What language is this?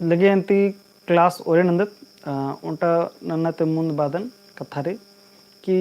Kurukh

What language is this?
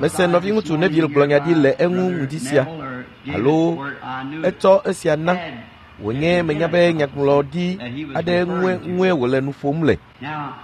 Ewe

